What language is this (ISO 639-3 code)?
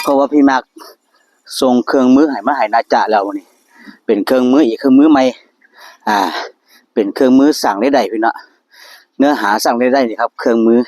tts